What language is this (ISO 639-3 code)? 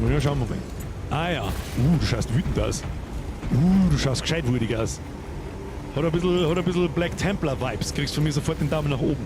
bar